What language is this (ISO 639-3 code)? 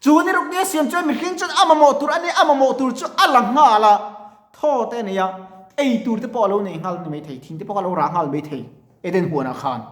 lus